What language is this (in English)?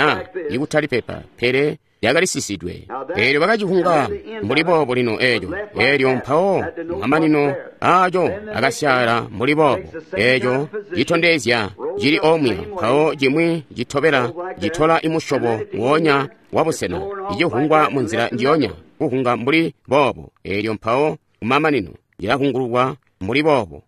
Tonga (Zambia)